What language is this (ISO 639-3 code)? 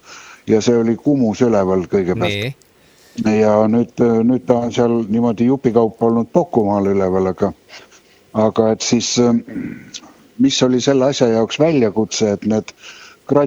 est